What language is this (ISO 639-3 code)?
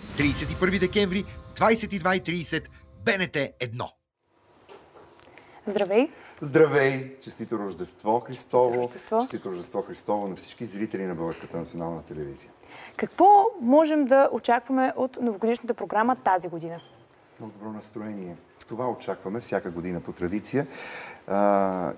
bul